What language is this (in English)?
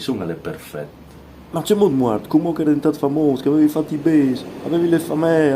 Friulian